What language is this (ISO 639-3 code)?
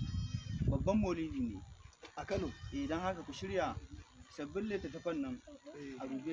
hau